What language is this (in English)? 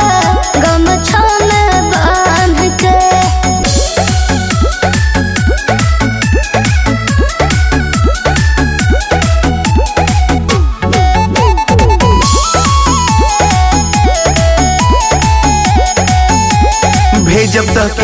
Bhojpuri